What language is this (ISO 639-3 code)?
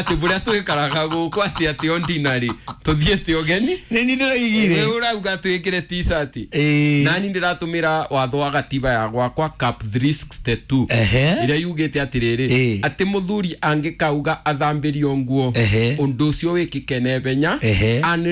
kik